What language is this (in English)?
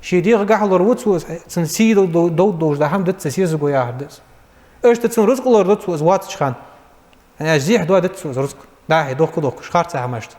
Ingush